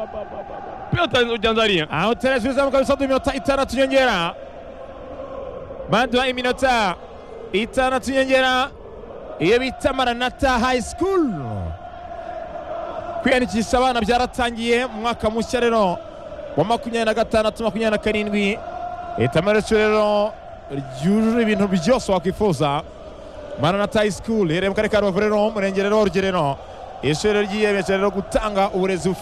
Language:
Kinyarwanda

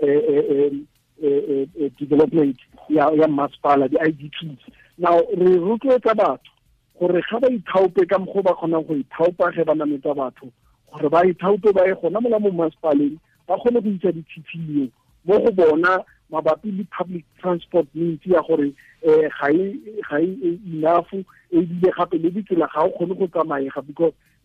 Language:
Tswana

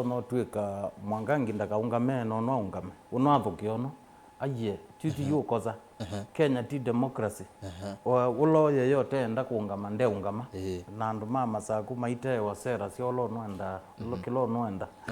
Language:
Kamba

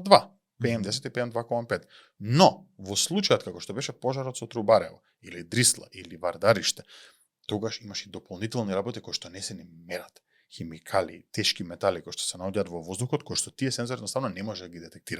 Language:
Macedonian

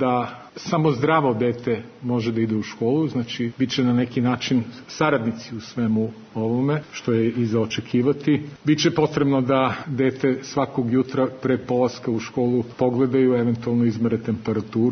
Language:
Serbian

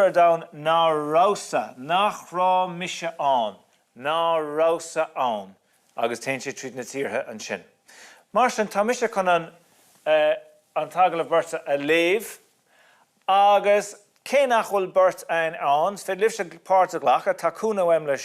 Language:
Irish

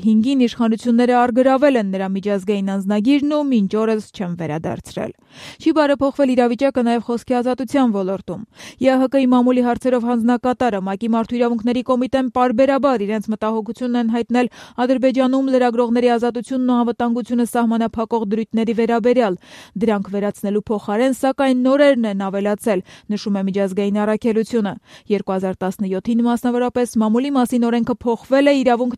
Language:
Armenian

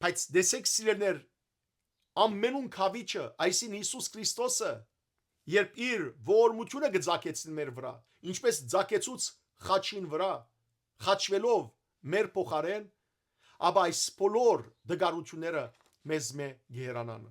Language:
Western Armenian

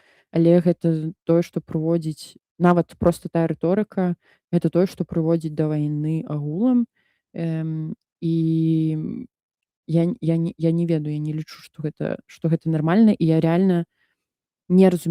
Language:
Belarusian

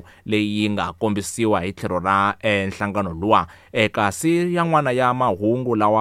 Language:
Tsonga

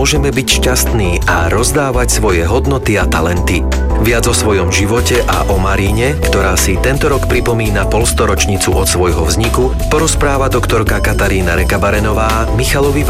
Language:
Slovak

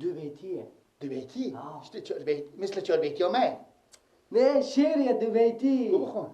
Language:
Persian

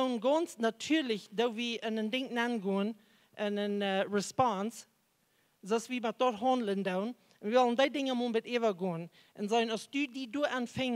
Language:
Plautdietsch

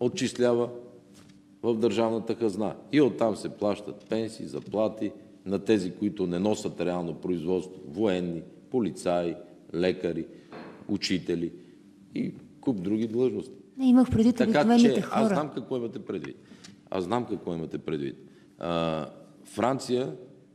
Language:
Bulgarian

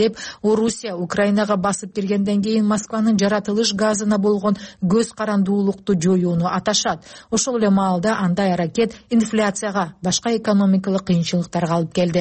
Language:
Kyrgyz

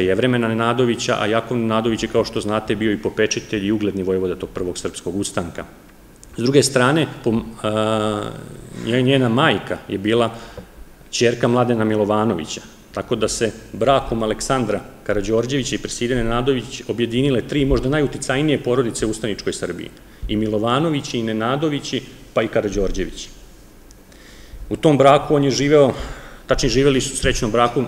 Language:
Serbian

